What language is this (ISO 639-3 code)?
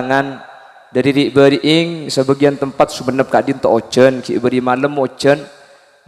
mad